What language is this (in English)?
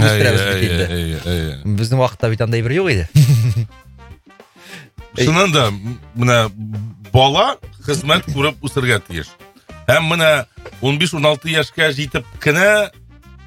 Tatar